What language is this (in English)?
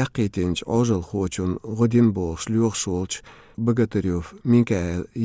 Chechen